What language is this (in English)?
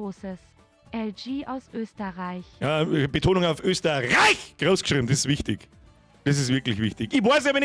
Bavarian